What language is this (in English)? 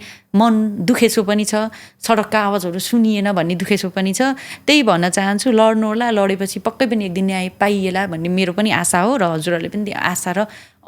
Nepali